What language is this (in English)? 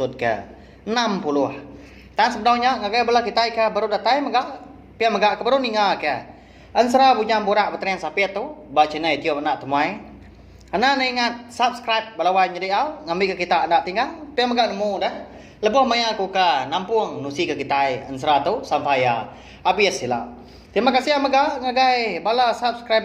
Iban